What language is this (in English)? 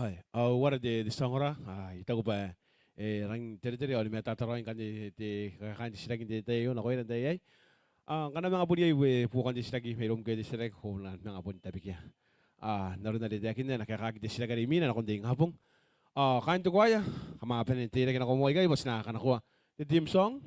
Gilbertese